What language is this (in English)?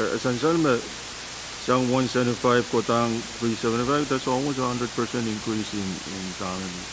Pohnpeian